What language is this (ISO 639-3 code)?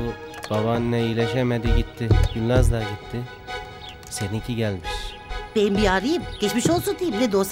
tur